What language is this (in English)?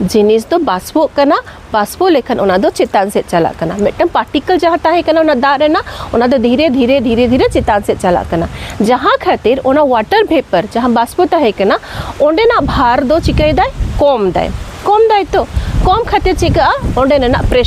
Santali